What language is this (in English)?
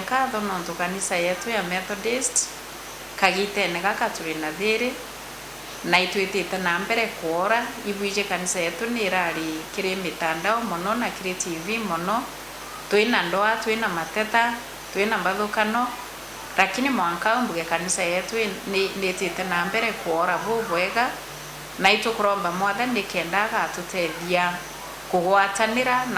Meru